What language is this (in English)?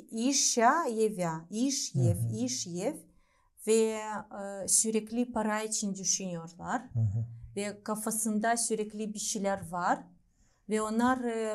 Gagauz